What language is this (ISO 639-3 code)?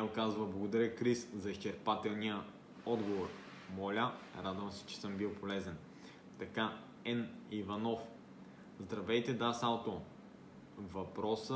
bul